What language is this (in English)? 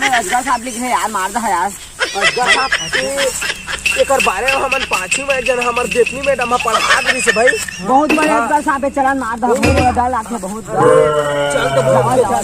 Chhattisgarhi